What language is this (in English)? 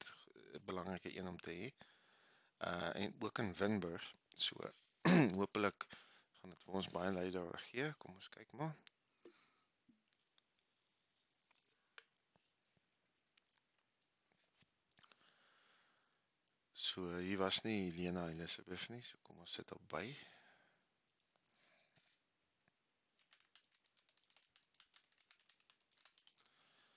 Afrikaans